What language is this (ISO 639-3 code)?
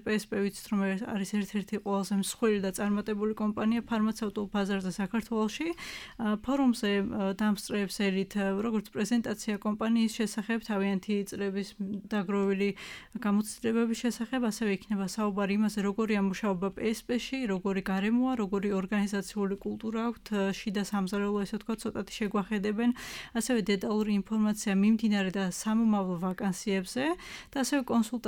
kat